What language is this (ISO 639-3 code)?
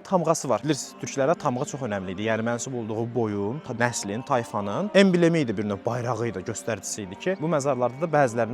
aze